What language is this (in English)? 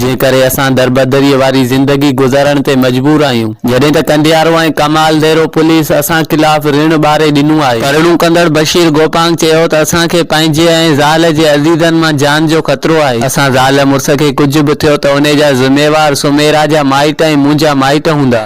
Sindhi